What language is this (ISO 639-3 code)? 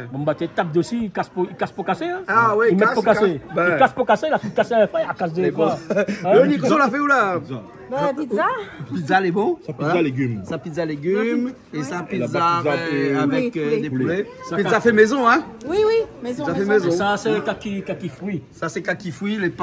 rcf